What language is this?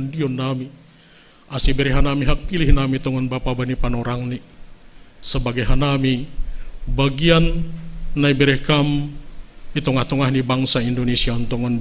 Batak Simalungun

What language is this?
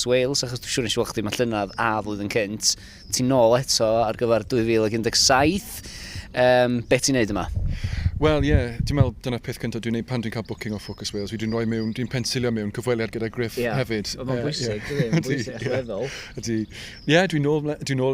Welsh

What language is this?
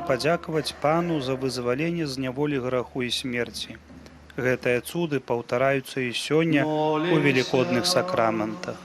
Belarusian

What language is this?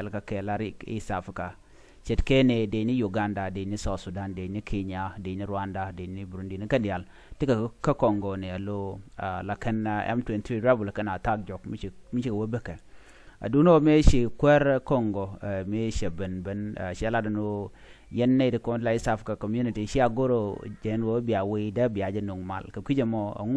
Nuer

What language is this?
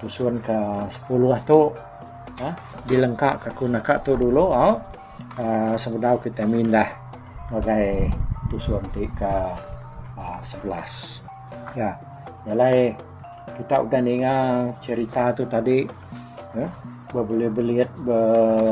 Iban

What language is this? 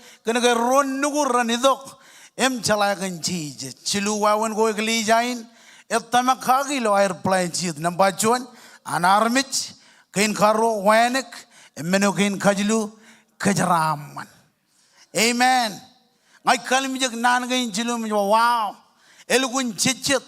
Marshallese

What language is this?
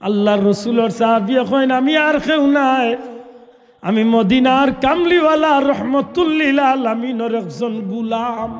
Sylheti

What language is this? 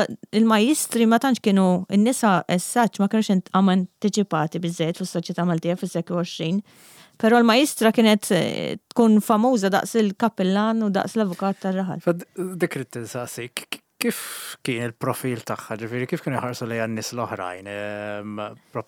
Maltese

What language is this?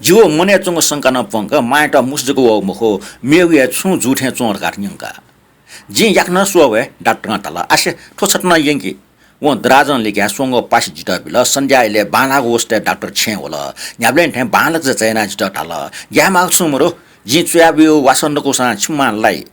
Newari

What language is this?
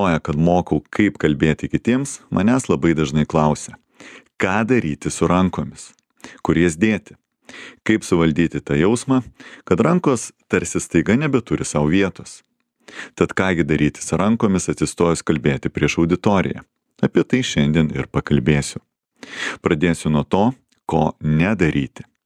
Lithuanian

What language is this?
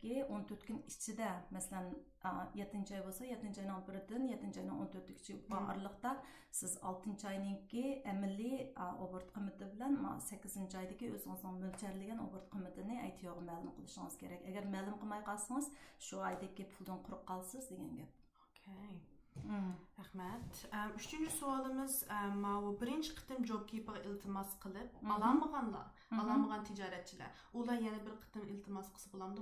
Uyghur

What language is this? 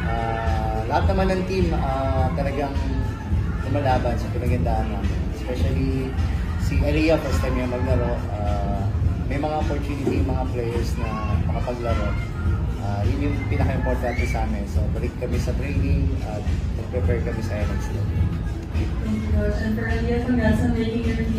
Filipino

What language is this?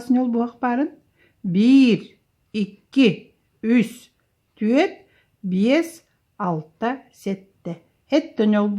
Yakut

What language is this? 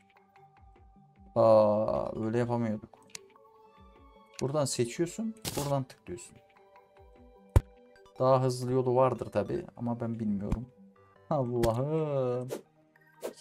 Turkish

